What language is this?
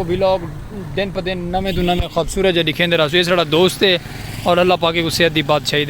Saraiki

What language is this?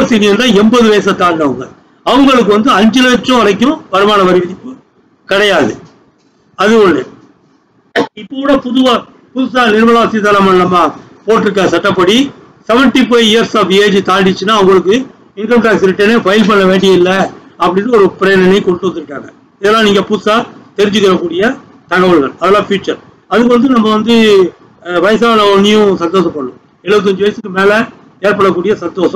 Tamil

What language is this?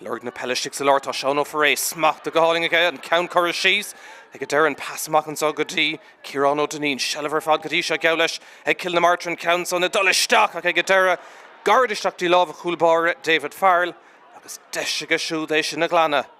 Irish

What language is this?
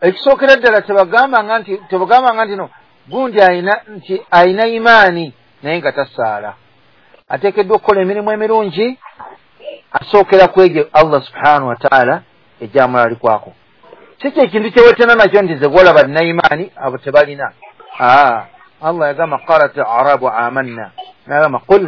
Ganda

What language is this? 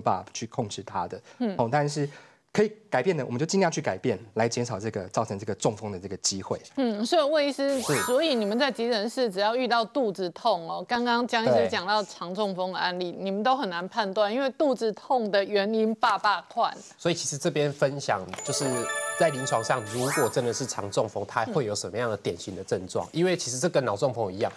Chinese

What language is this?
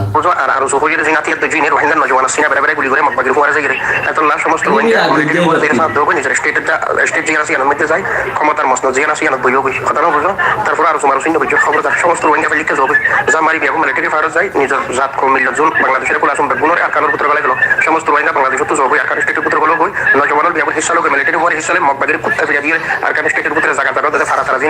Rohingya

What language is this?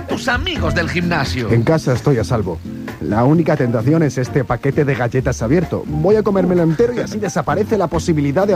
Spanish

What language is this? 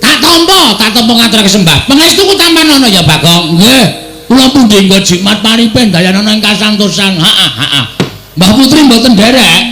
Javanese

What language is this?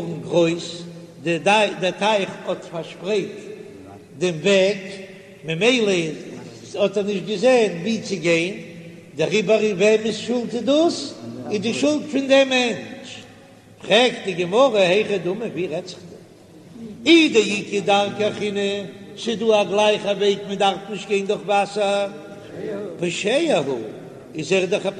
Yiddish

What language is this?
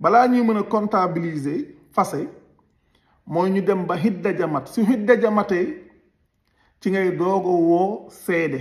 Wolof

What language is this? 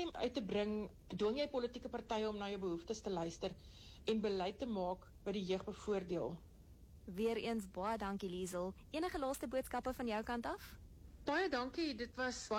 Afrikaans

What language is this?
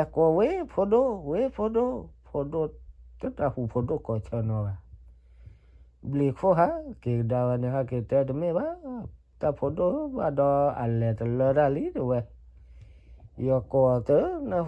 S'gaw Karen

